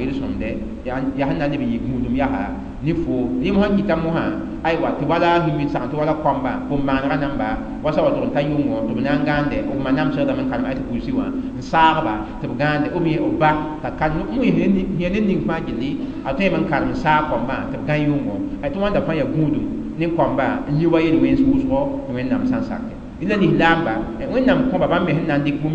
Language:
Mossi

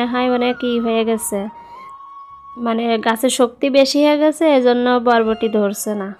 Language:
Bangla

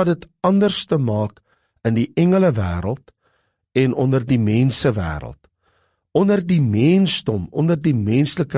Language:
Afrikaans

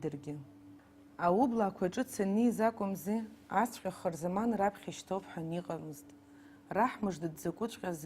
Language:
Abkhazian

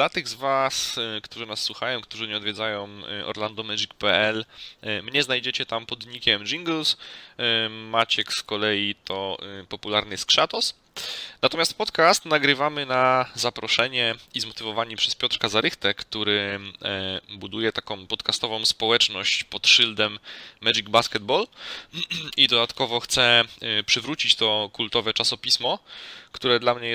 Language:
Polish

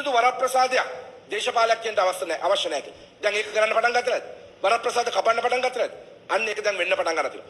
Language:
Sinhala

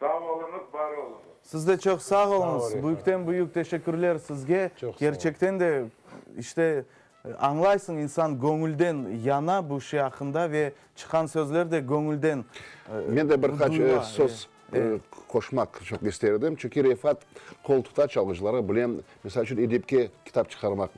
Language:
Crimean Tatar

